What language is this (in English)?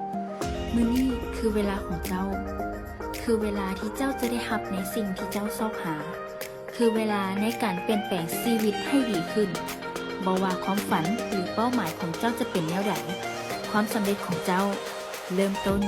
Lao